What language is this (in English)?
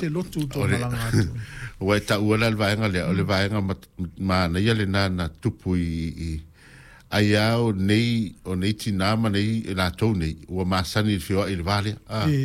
Samoan